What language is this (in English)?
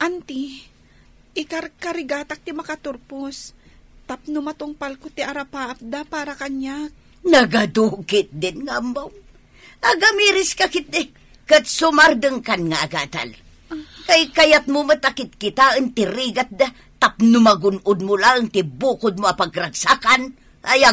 Iloko